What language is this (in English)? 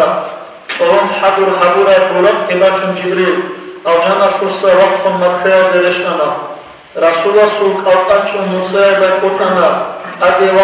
Avaric